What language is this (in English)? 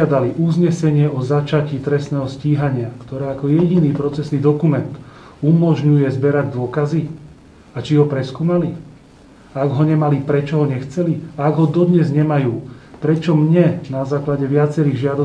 Slovak